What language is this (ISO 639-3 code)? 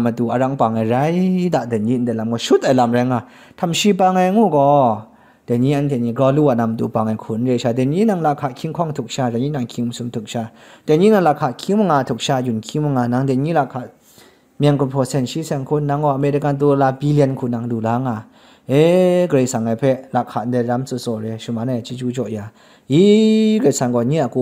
kac